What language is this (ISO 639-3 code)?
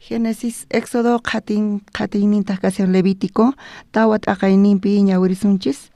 quh